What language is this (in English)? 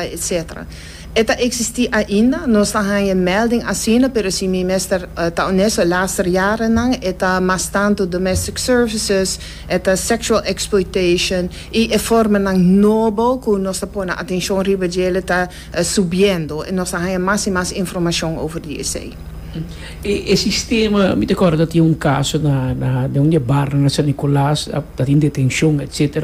Papiamento